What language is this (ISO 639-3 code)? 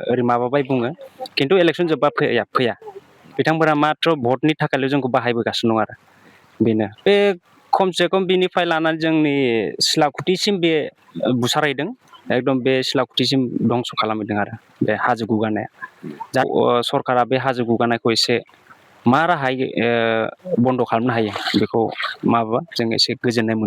brx